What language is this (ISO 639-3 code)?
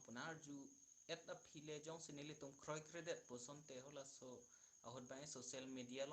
mjw